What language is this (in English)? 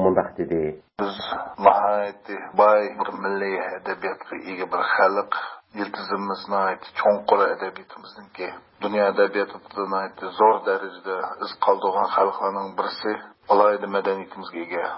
Uyghur